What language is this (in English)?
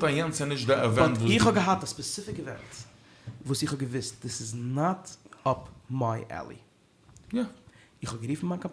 Yiddish